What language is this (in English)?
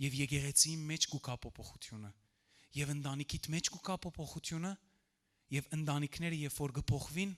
Western Armenian